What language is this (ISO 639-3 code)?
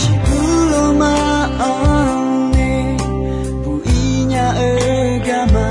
ahk